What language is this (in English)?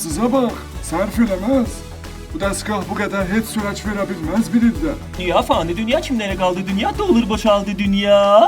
South Azerbaijani